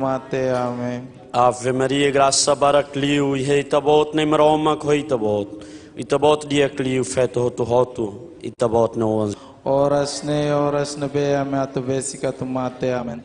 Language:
Tetum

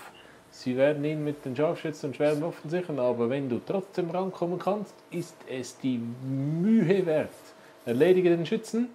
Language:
Swiss German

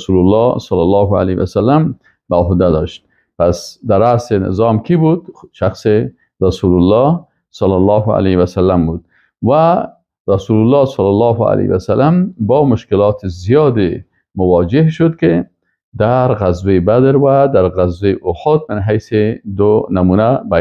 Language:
Persian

